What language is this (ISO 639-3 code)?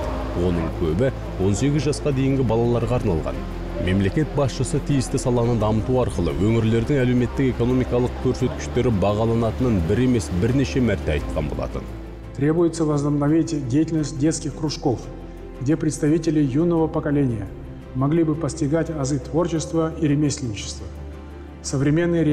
kaz